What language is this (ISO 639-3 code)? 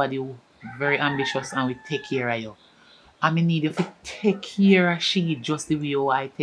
jam